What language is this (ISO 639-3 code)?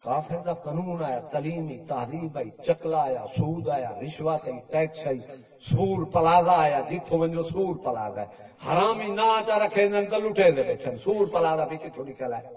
skr